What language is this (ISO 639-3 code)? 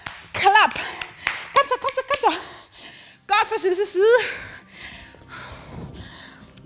dan